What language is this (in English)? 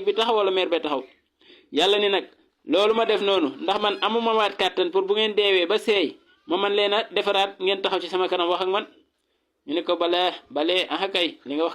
Wolof